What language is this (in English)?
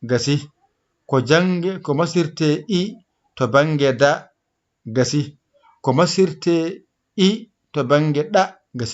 Fula